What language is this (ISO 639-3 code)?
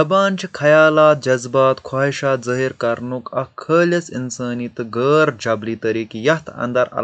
kas